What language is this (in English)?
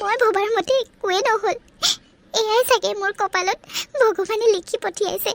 Assamese